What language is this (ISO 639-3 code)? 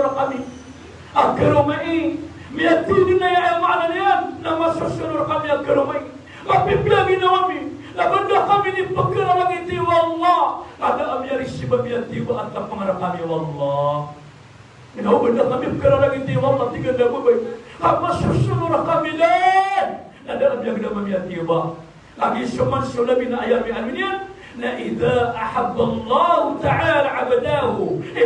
mrw